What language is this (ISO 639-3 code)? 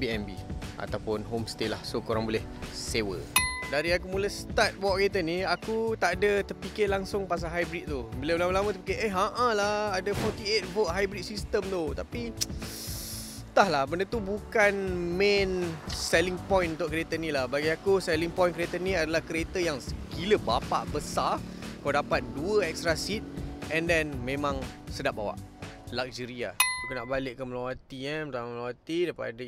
msa